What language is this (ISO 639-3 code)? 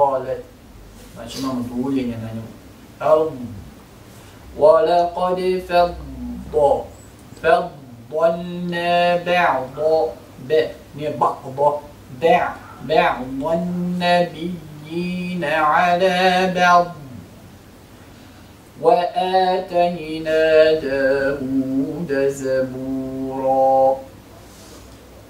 bos